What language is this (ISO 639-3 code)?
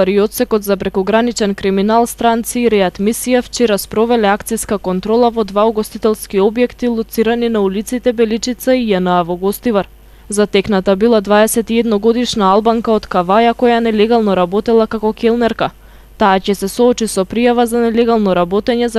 mkd